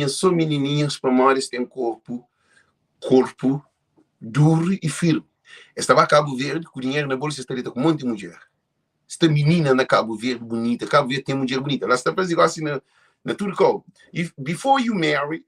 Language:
Kabuverdianu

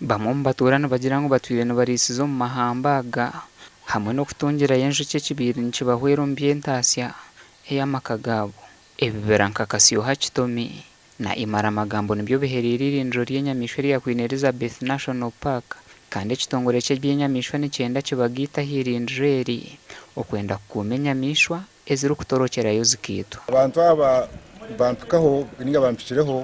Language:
Nyankole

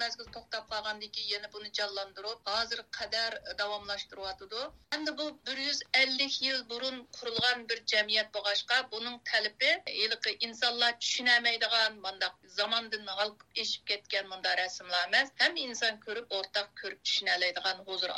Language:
Uyghur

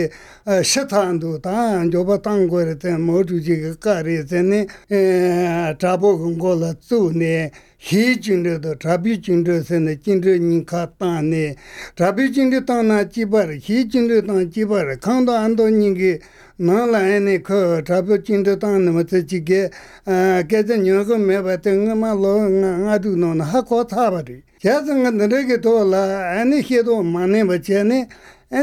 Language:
Latvian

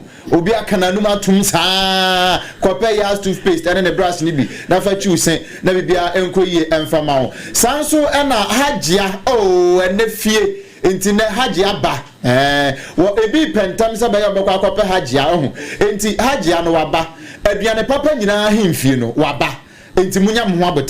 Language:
Akan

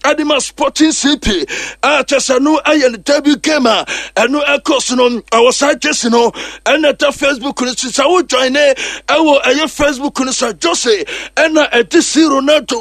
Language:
Akan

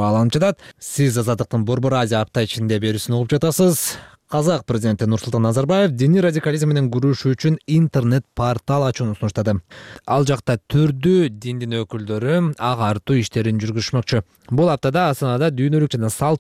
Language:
Kyrgyz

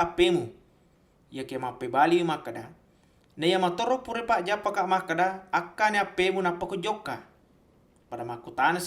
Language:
Buginese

